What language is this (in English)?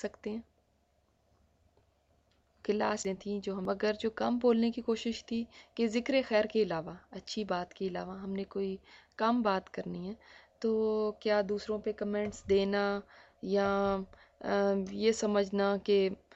Urdu